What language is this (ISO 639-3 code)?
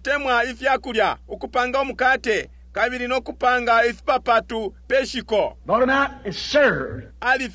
bem